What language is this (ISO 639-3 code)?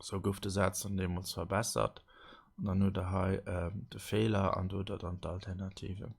ltz